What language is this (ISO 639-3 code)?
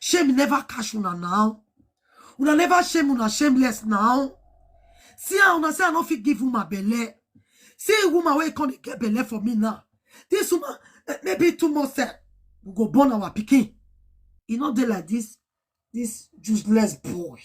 pcm